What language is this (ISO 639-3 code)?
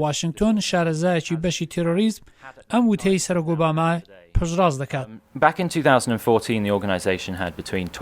ckb